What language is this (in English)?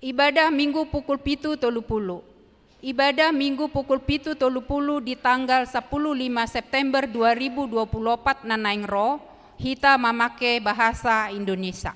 Batak Toba